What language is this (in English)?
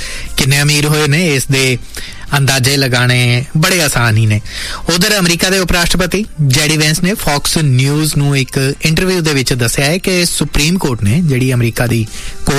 Punjabi